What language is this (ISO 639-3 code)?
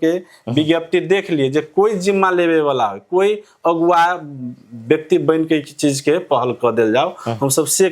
mai